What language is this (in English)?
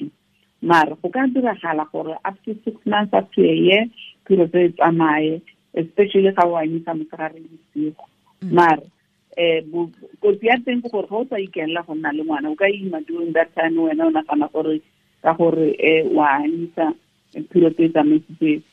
Tswana